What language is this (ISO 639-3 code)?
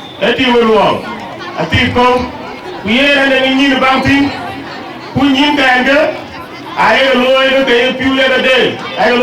din